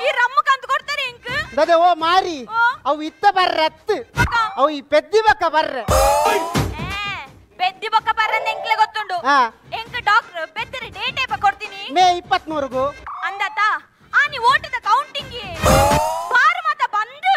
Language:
Tulu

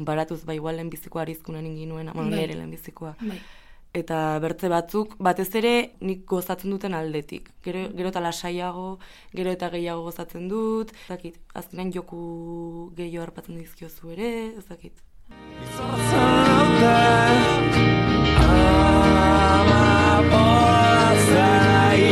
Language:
Basque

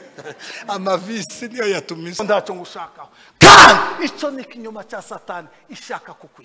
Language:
Kinyarwanda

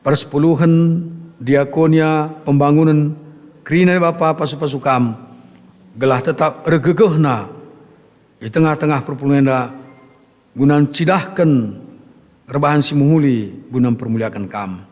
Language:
Batak Karo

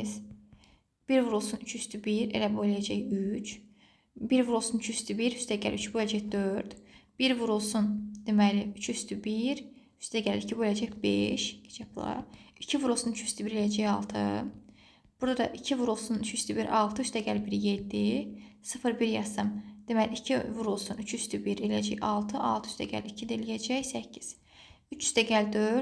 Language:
Azerbaijani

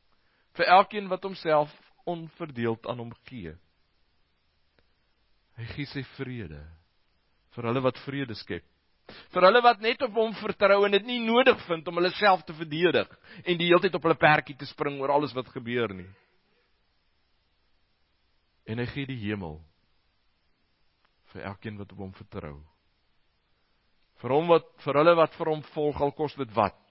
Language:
Afrikaans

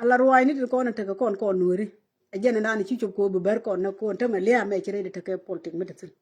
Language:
Nuer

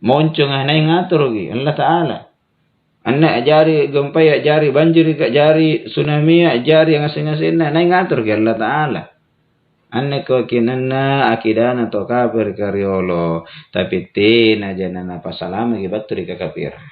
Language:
Makasar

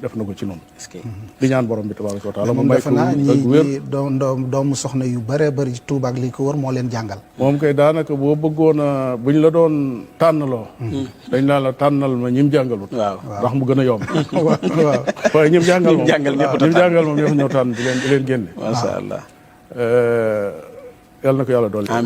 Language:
Wolof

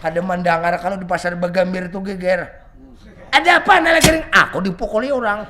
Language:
Banjar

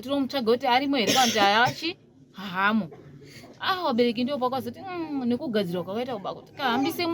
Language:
Shona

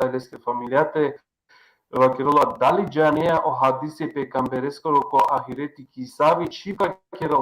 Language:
Balkan Romani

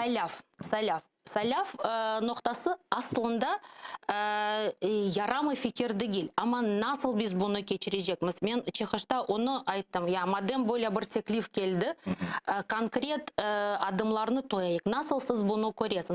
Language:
Crimean Tatar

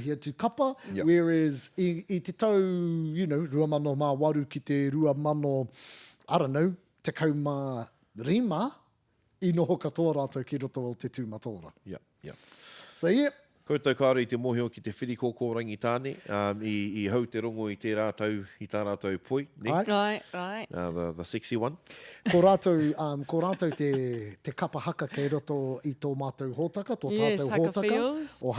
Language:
Māori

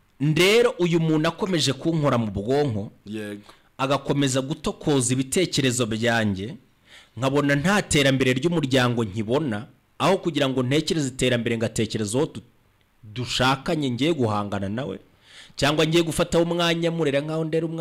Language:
Kinyarwanda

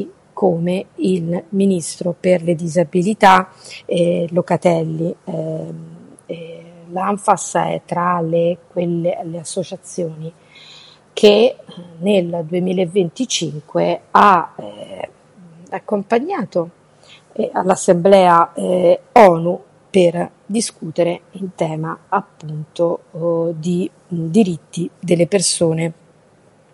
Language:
Italian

